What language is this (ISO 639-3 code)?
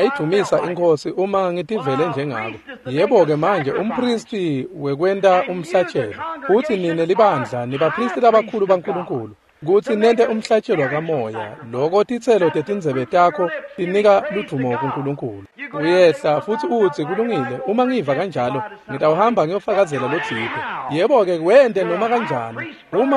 ssw